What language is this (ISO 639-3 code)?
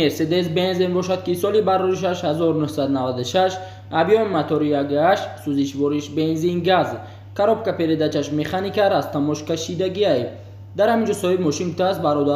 tgk